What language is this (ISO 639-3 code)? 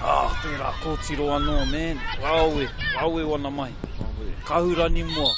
mri